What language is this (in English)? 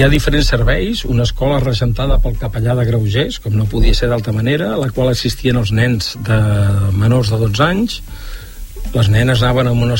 Catalan